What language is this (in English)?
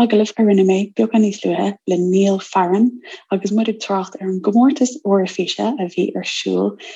Irish